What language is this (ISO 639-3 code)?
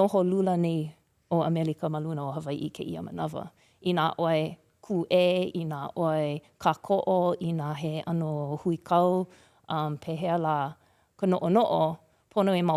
haw